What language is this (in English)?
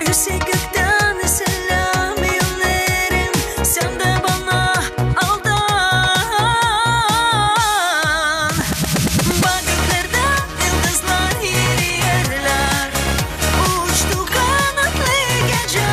Gagauz